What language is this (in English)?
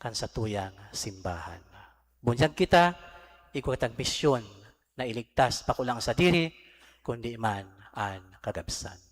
Bikol